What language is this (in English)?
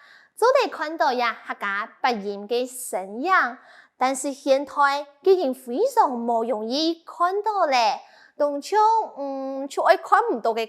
Hakka Chinese